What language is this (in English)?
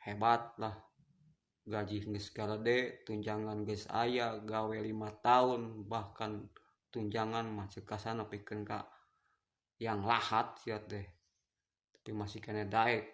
Sundanese